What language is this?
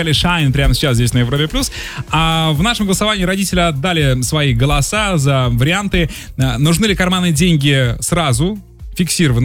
Russian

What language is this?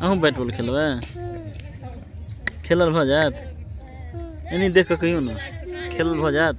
Maithili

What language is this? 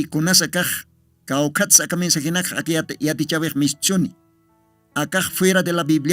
Aymara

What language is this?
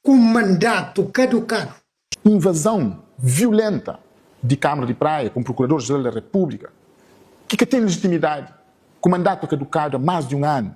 Kabuverdianu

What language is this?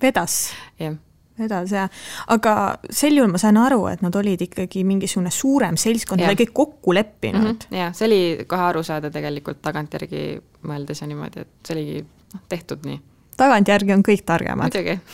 Estonian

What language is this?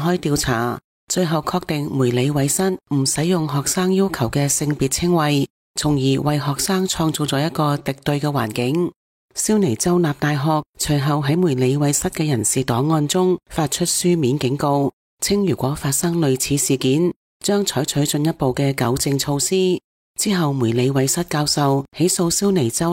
Cantonese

